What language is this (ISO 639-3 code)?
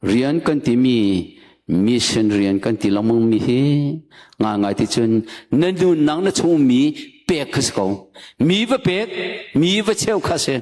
cnh